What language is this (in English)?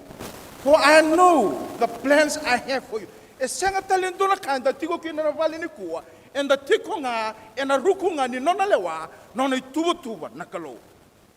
Fijian